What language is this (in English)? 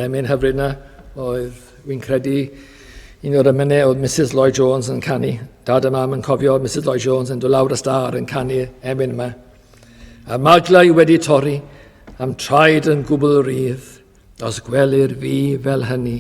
Welsh